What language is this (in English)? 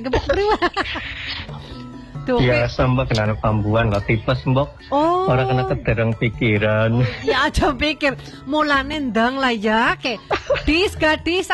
Indonesian